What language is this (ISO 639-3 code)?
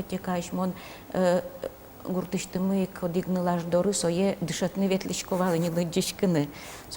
udm